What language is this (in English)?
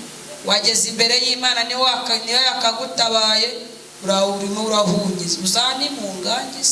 Kinyarwanda